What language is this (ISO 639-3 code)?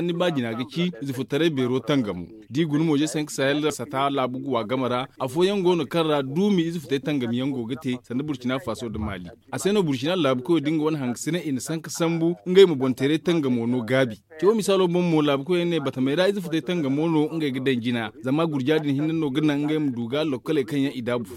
dje